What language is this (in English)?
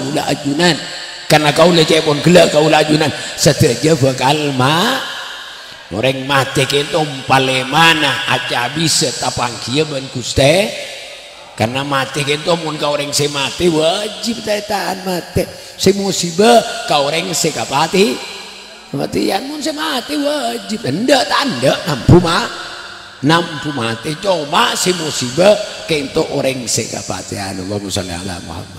Madurese